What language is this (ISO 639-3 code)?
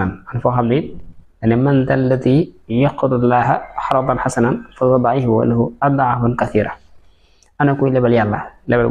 wol